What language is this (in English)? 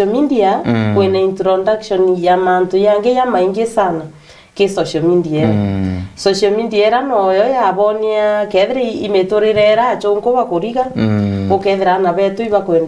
Meru